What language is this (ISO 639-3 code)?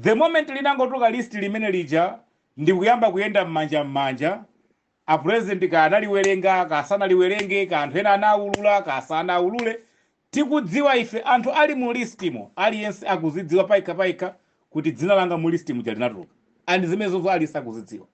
nya